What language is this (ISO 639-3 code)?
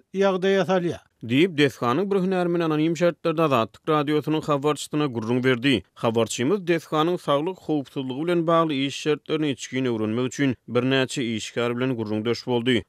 tuk